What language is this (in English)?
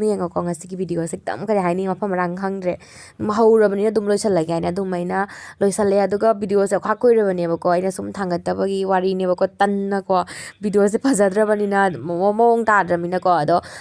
Manipuri